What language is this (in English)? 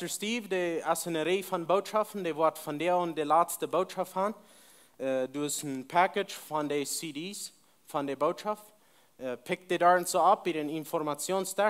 Plautdietsch